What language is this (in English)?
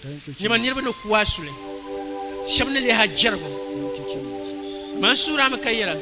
Dagbani